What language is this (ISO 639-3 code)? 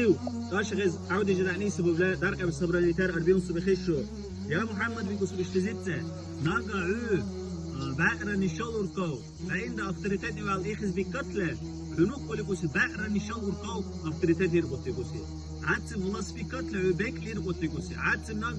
dar